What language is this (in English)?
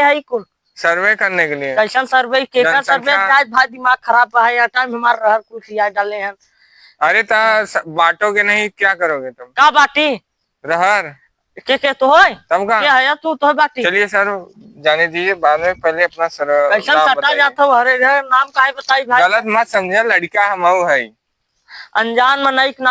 Awadhi